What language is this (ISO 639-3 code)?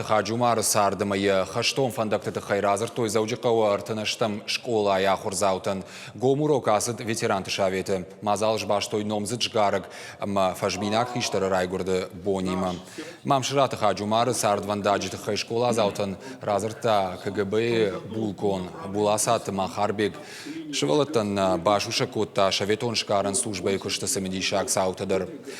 oss